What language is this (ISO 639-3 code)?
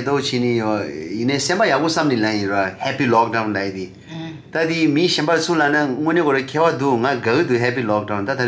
dzo